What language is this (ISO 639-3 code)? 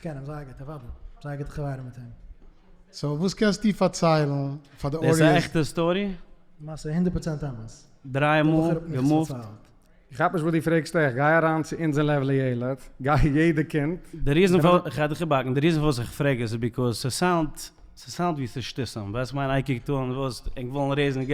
yid